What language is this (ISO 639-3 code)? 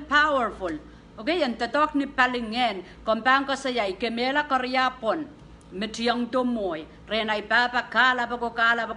pon